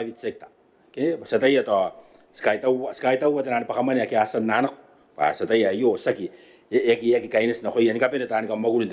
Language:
Gilbertese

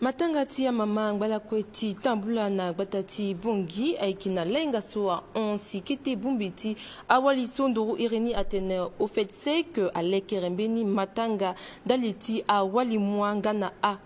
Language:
Sango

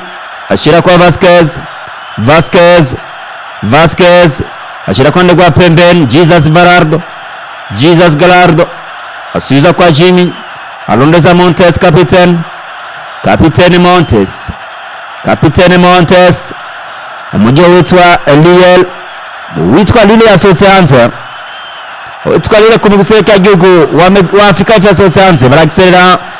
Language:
Rundi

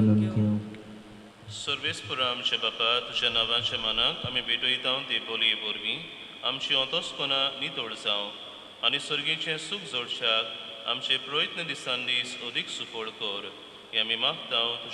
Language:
Konkani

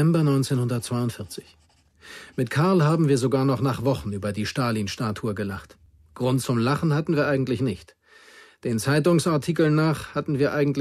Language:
Bavarian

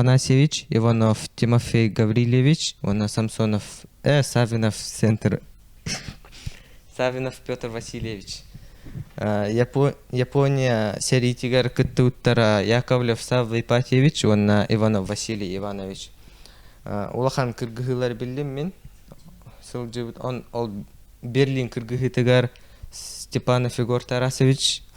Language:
Yakut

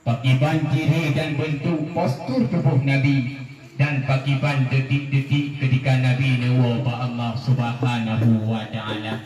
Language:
Achinese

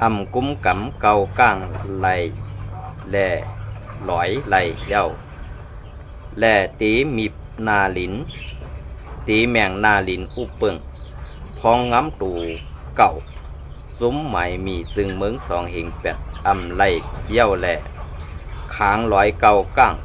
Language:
Shan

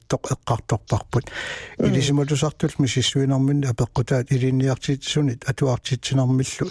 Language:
Kalaallisut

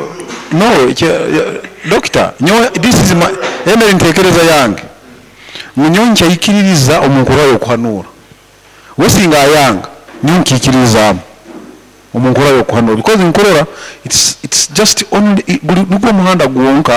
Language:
Nyoro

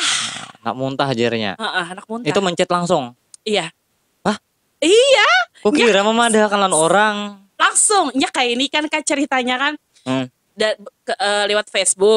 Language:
Banjar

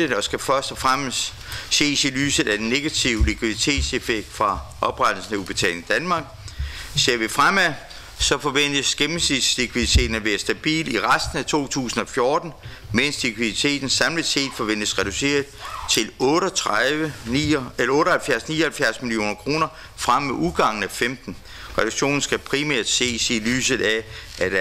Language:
Danish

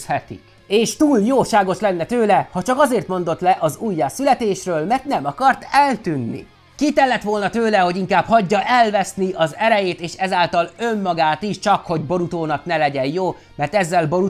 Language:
Hungarian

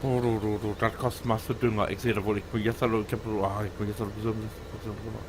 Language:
Low German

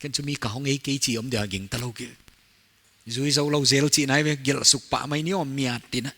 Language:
Paite Chin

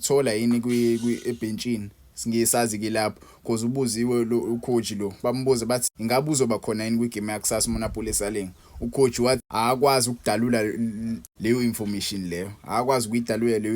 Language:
Zulu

